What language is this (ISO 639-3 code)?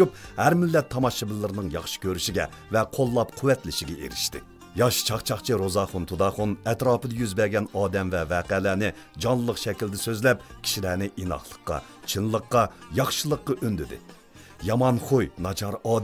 uig